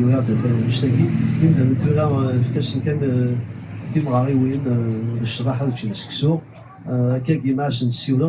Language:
Kabyle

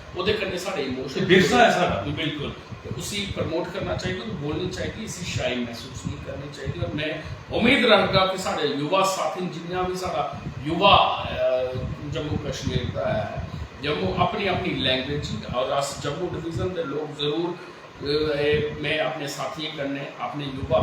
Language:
Dogri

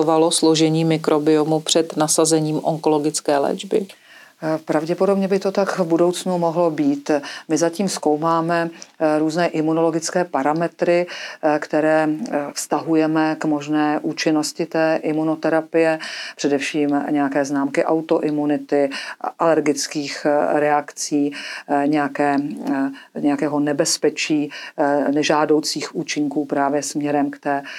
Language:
Czech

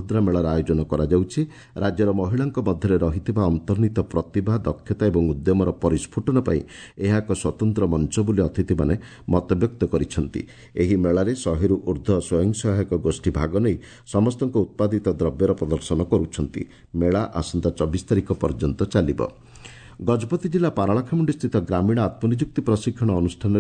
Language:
Odia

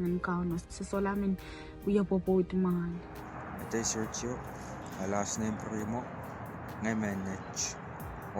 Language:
Pohnpeian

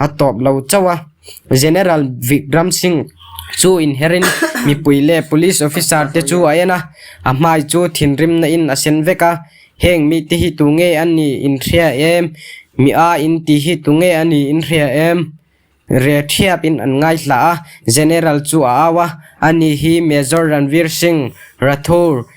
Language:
Mizo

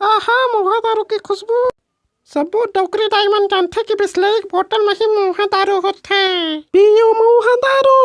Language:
Chhattisgarhi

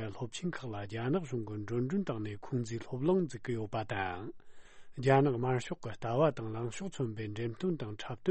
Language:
Tibetan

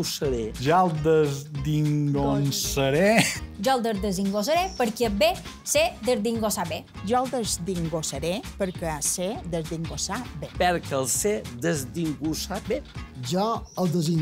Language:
Catalan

